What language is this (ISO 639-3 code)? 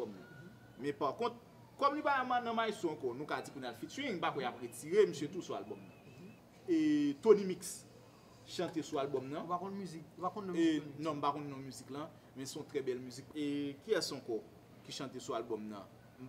hat